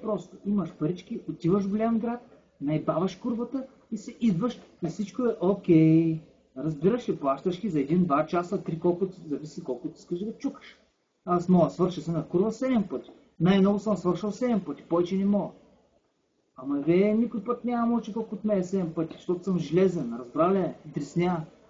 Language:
Bulgarian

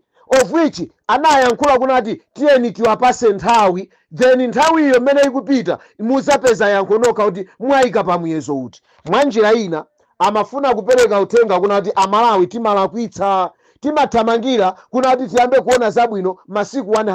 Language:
Nyanja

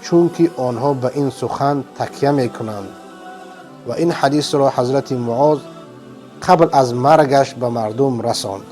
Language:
Persian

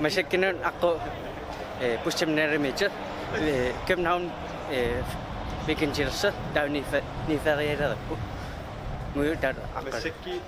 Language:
Kalaallisut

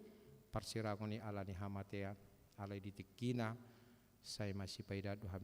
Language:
Batak Toba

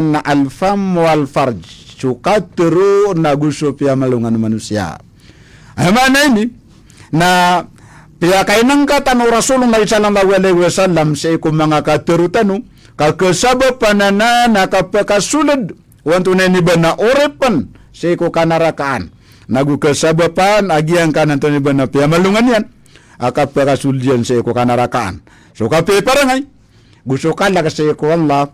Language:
Maranao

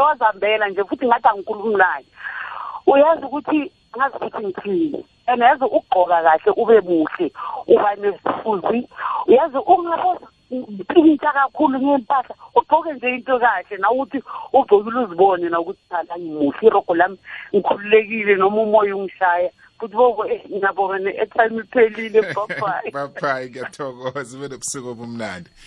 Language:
South Ndebele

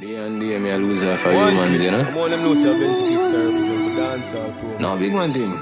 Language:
Jamaican Creole English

